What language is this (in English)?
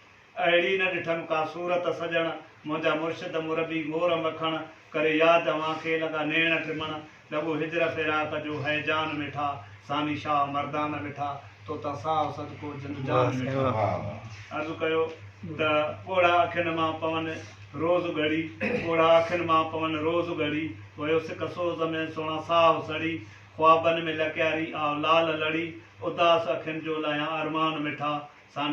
Sindhi